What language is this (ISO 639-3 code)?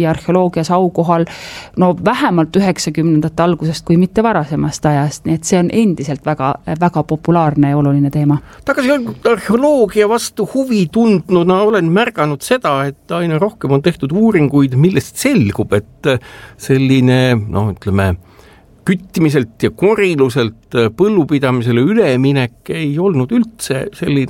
est